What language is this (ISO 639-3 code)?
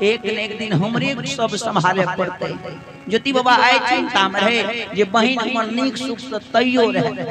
mai